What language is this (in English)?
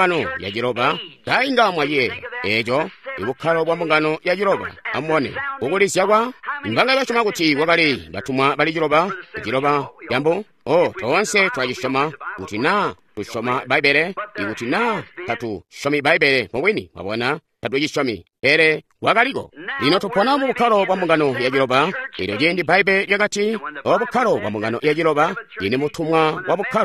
Tonga (Zambia)